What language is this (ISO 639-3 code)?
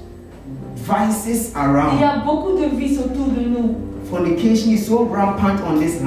fra